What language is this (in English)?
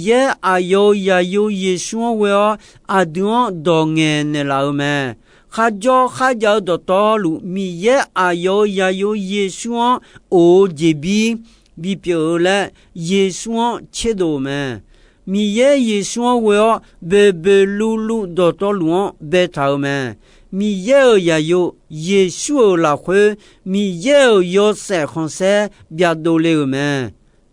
Akha